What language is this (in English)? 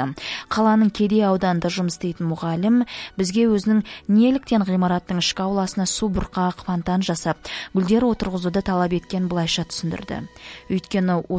Kazakh